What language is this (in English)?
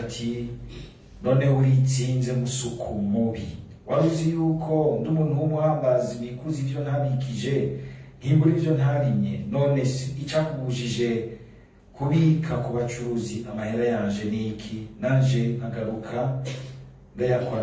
Rundi